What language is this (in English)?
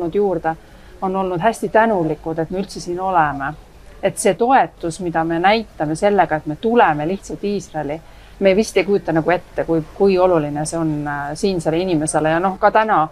Estonian